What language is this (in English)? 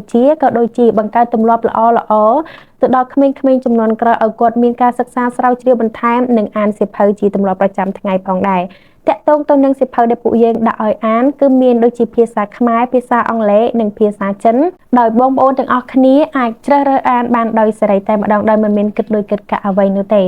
Khmer